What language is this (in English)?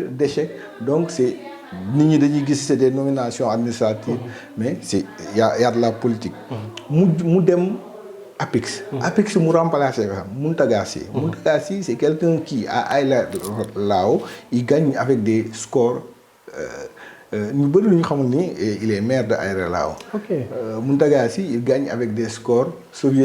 Wolof